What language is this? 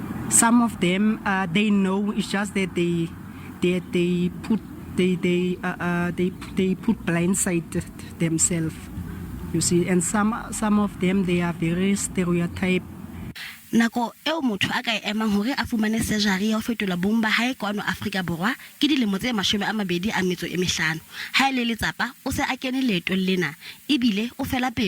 Southern Sotho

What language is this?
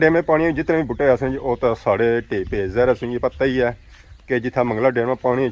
Pahari-Potwari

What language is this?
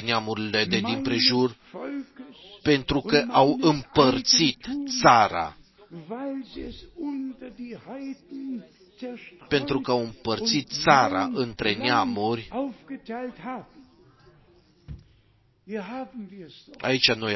Romanian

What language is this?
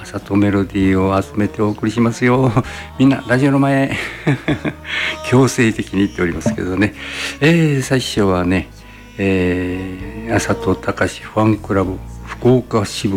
Japanese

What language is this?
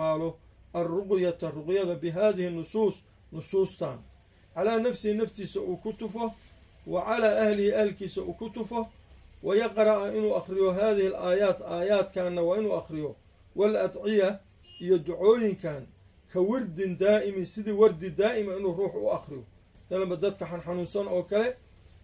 Somali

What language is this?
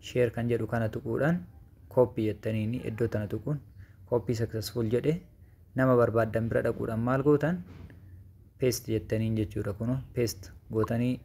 Oromo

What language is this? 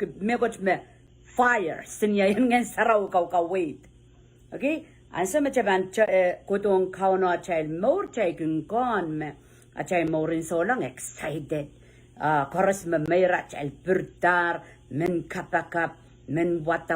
Pohnpeian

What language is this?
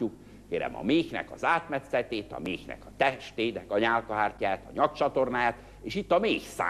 Hungarian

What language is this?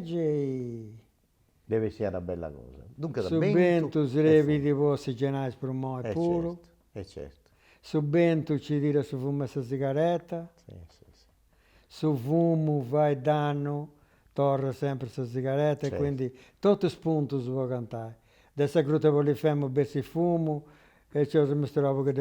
Sardinian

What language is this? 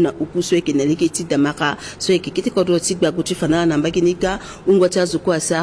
Sango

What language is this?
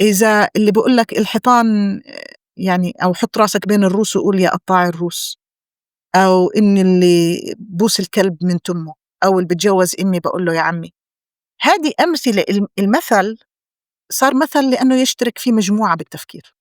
North Levantine Arabic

